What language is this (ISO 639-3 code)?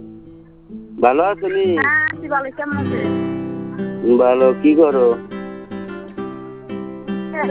ben